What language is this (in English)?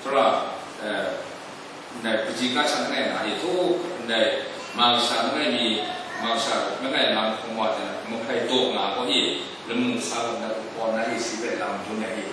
Kachin